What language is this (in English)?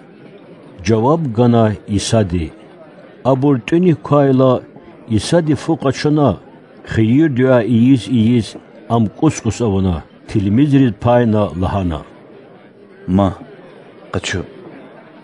Lezghian